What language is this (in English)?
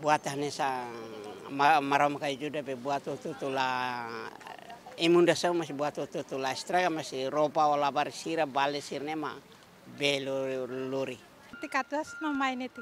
Tetum